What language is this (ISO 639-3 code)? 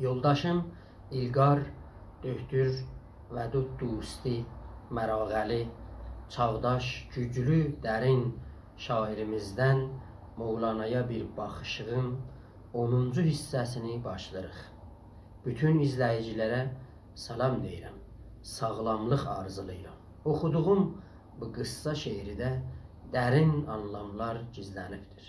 azb